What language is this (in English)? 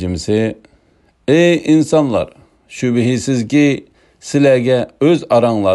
Uyghur